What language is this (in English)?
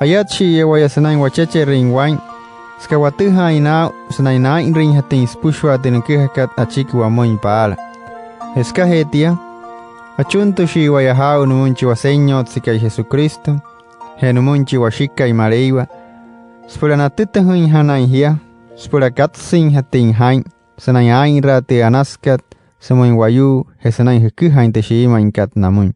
Wayuu